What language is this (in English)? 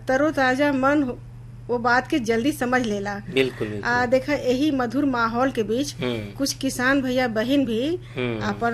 Bhojpuri